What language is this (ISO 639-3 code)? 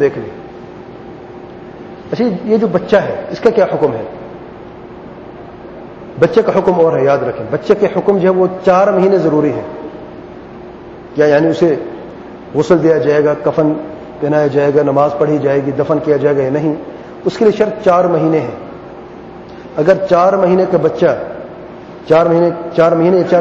urd